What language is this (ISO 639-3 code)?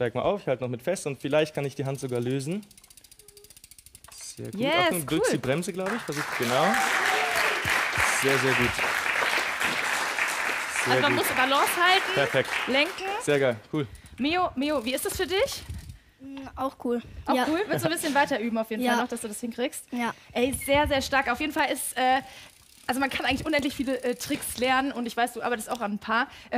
deu